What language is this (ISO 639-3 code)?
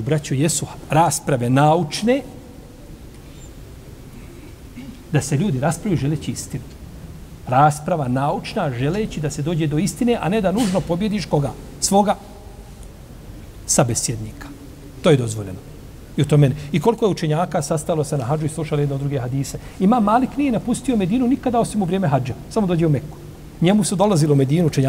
bos